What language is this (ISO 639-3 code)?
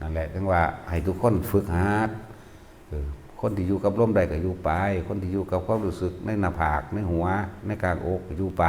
tts